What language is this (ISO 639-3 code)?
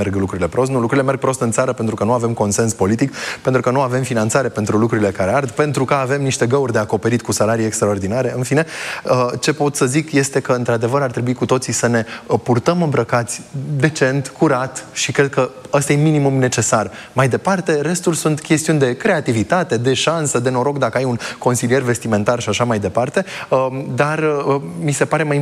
ron